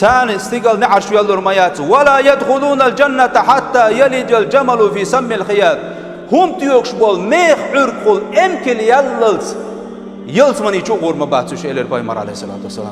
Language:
Chechen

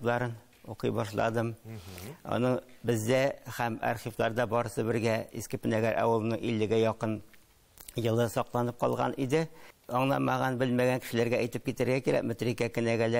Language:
Tatar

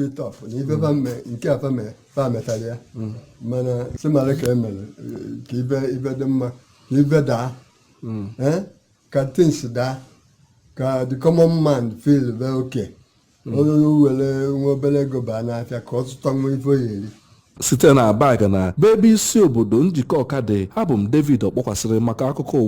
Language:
Igbo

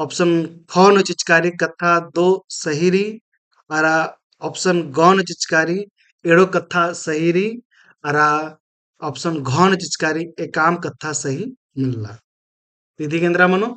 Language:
Kurukh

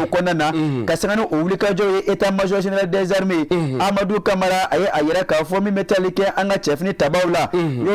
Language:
Bambara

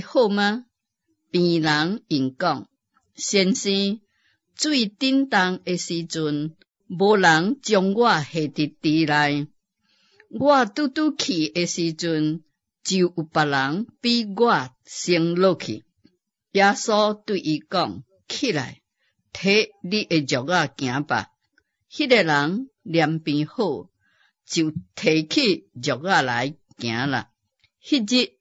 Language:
Min Nan Chinese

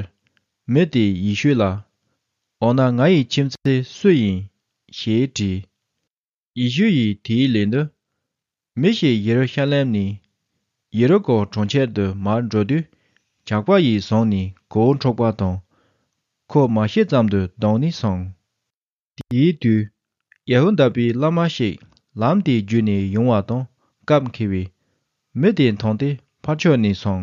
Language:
Tibetan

